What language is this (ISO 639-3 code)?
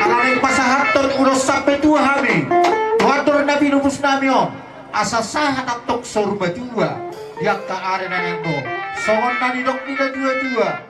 bbc